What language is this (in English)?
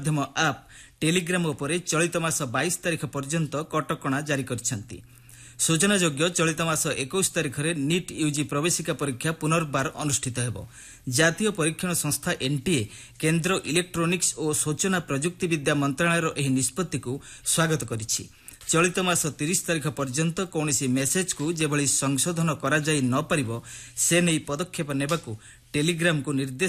Odia